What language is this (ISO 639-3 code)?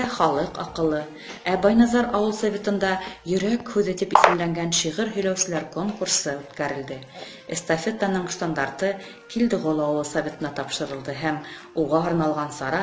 bak